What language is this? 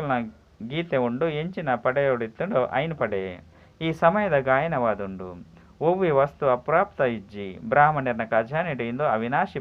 Tulu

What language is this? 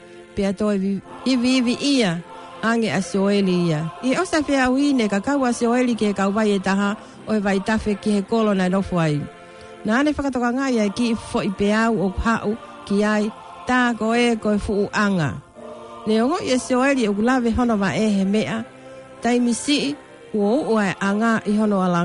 Tongan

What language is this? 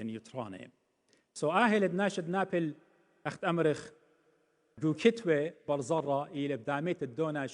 Assyrian Neo-Aramaic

